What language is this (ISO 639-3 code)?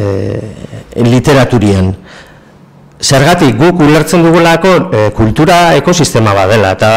eus